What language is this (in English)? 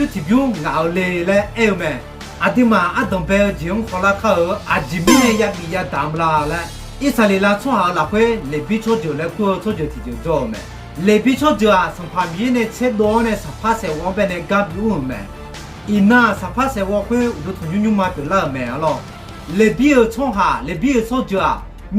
Akha